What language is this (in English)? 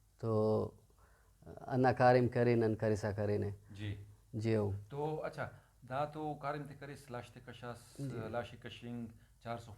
Brahui